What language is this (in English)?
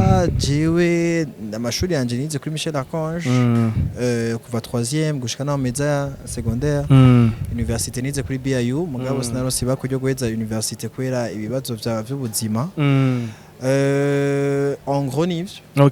Rundi